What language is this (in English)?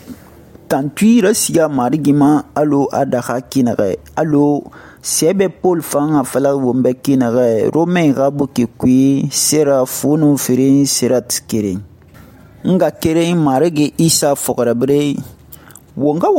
Susu